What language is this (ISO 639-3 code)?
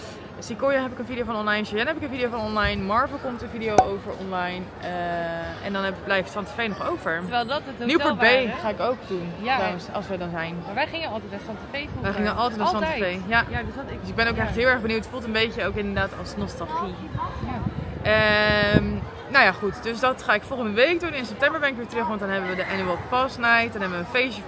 nld